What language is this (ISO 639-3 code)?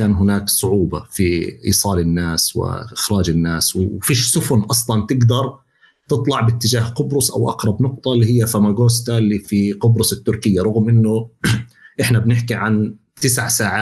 apc